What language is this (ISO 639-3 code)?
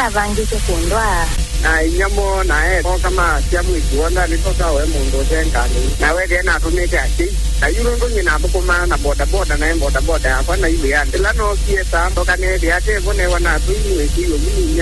kam